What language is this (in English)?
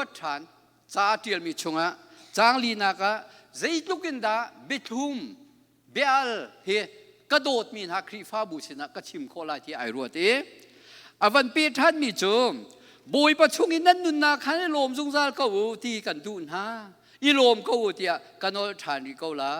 Hakha Chin